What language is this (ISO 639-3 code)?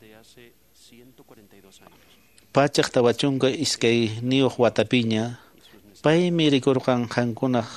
que